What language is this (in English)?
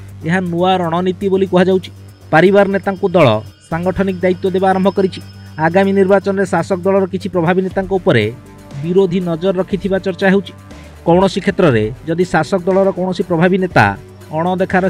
Odia